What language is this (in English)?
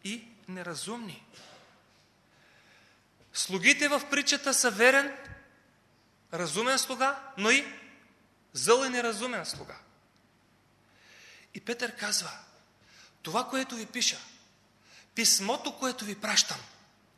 Bulgarian